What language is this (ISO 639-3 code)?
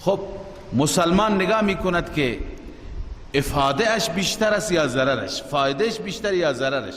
fas